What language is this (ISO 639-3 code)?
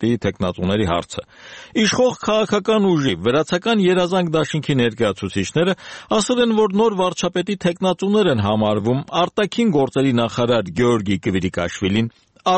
hye